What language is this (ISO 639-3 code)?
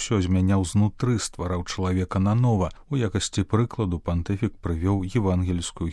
bel